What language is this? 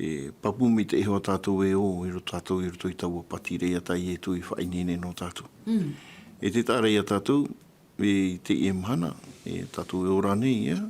Tahitian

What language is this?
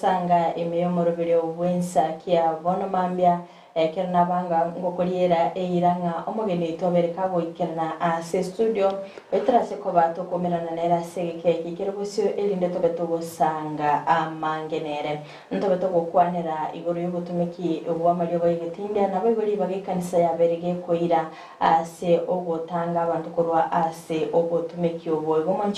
Gusii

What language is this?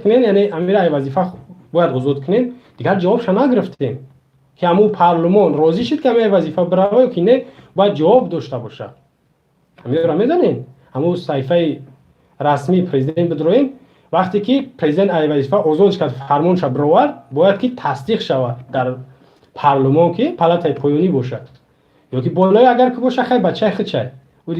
Tajik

